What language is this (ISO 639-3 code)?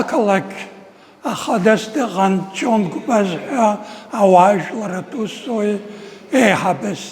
abk